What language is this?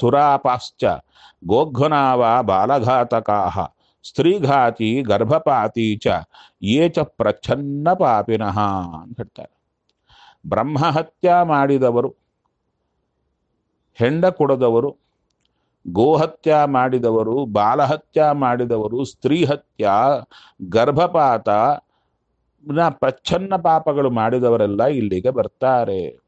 Kannada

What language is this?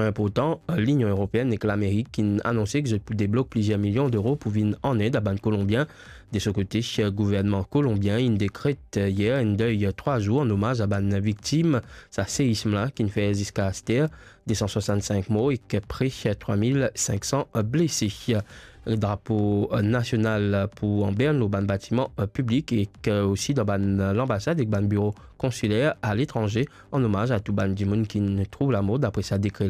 Morisyen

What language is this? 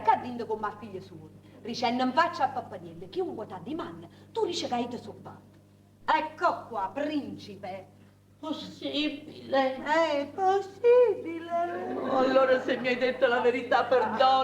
Neapolitan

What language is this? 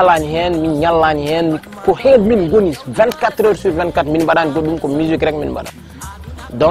Fula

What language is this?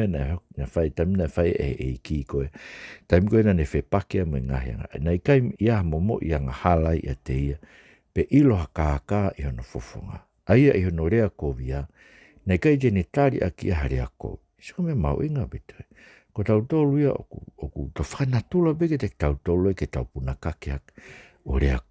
Tongan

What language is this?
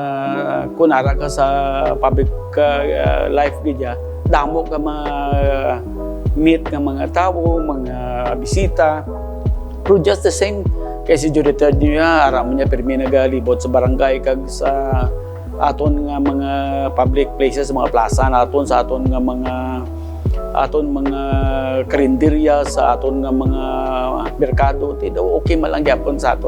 Hiligaynon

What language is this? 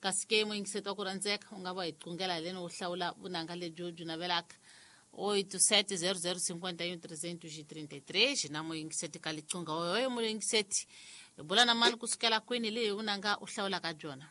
Tsonga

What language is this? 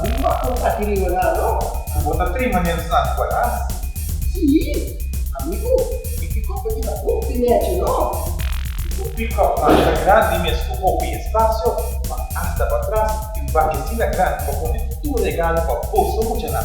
Papiamento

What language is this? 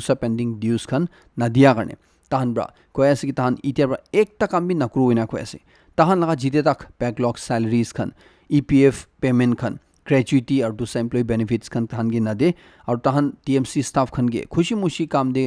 Naga Pidgin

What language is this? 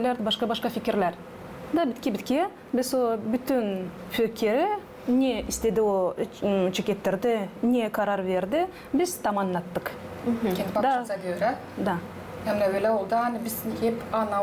Gagauz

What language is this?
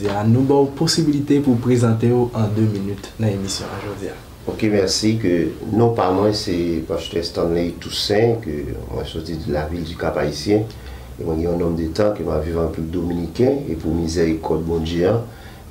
Haitian Creole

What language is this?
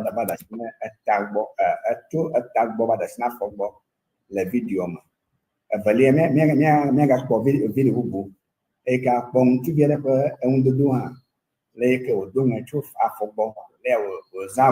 Ewe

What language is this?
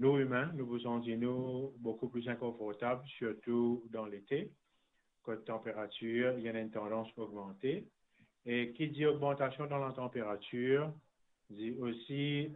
Morisyen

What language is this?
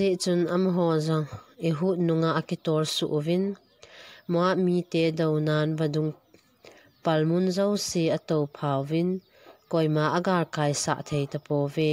Thado Chin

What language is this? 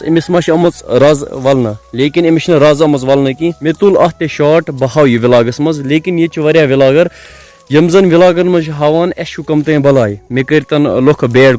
Kashmiri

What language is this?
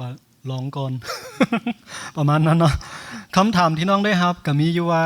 Lao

